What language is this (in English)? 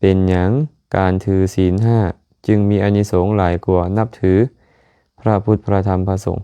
Lao